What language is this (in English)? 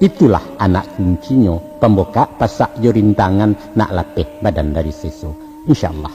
Minangkabau